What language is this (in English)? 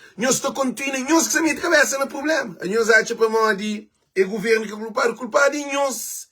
Kabuverdianu